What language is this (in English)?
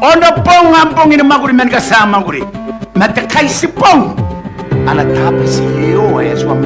Gilbertese